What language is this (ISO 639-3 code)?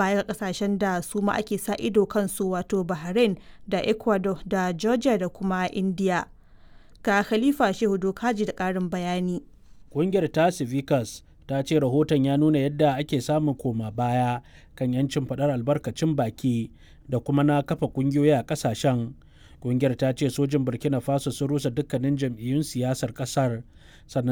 hau